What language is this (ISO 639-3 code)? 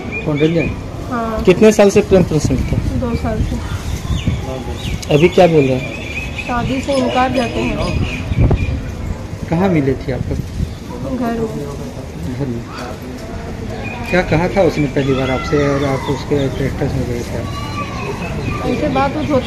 hin